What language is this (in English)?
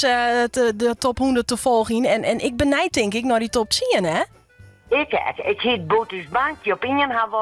Western Frisian